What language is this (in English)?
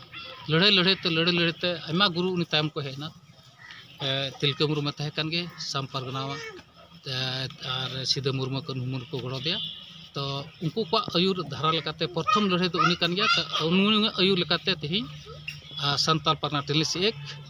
Santali